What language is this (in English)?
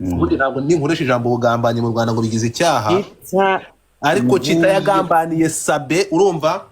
Kinyarwanda